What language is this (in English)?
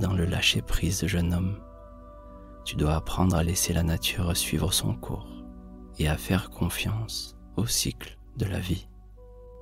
French